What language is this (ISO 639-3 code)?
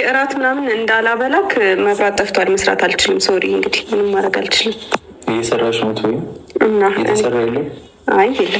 amh